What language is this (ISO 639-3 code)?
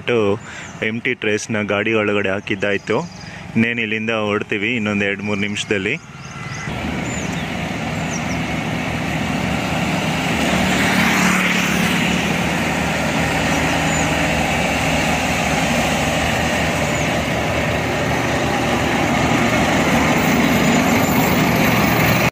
kan